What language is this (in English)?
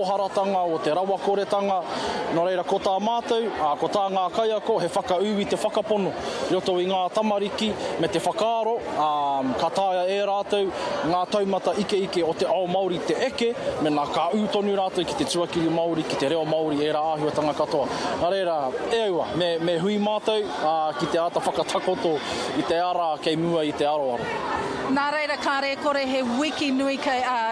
Māori